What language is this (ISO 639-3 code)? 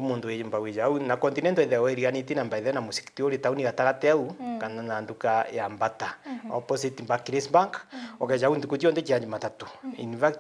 mer